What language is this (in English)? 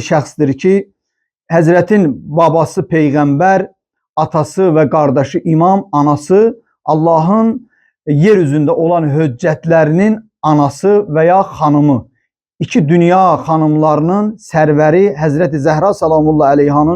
Azerbaijani